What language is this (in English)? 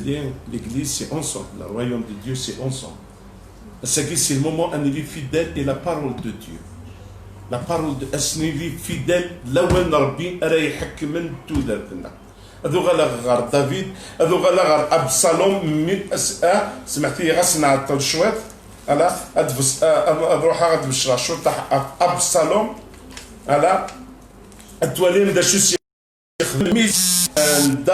Kabyle